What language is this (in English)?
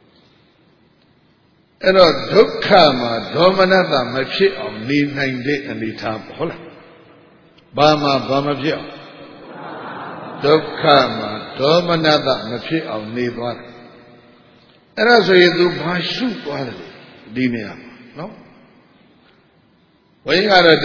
Burmese